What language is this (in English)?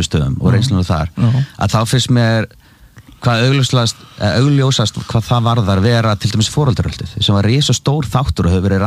Icelandic